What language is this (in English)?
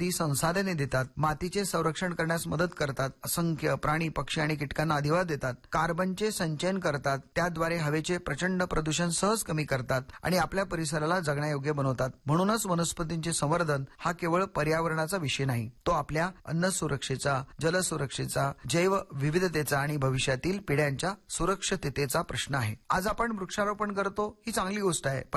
Marathi